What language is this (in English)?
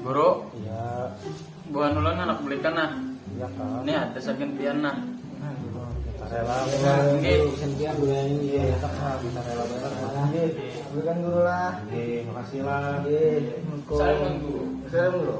Banjar